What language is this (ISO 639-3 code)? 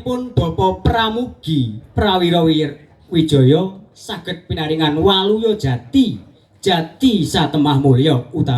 jav